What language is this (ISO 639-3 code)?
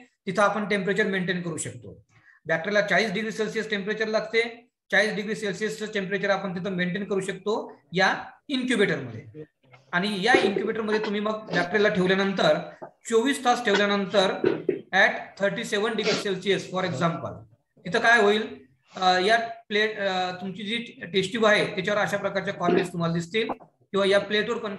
mar